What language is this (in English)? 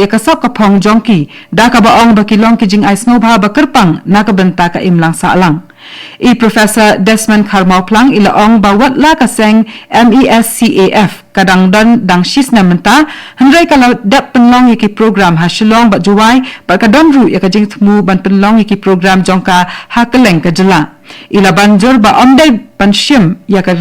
Khasi